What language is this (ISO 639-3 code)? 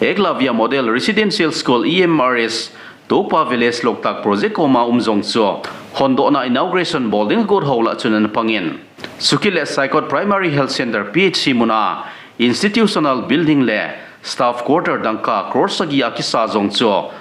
tcz